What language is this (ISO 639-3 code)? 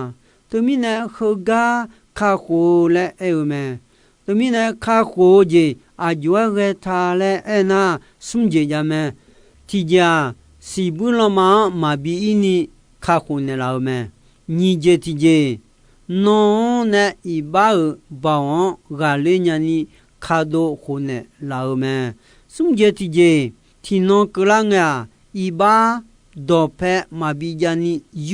ahk